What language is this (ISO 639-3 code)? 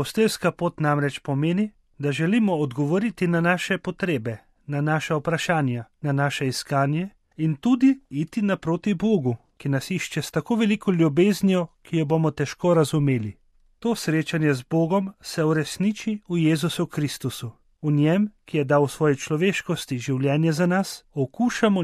slv